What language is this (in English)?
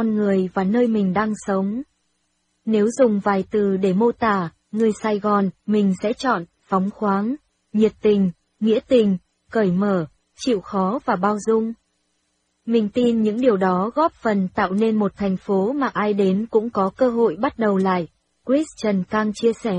Vietnamese